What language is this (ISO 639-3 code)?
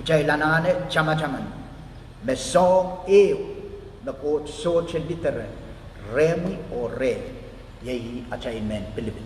pon